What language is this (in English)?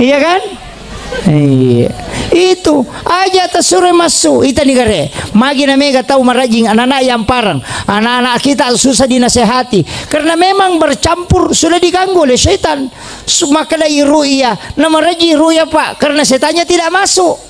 Buginese